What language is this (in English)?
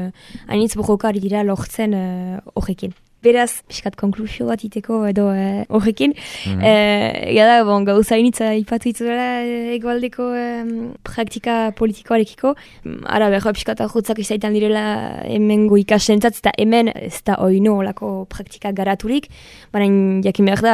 Basque